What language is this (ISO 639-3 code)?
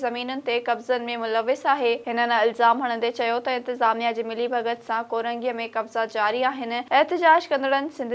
snd